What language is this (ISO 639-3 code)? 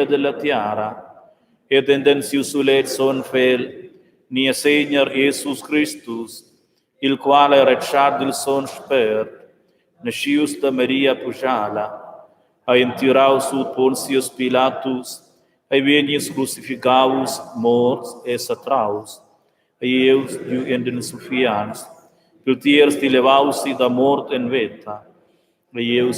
roh